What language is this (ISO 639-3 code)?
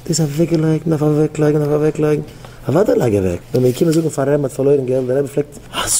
yid